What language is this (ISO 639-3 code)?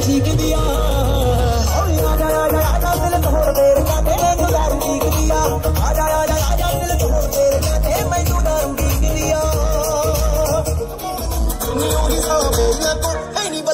pan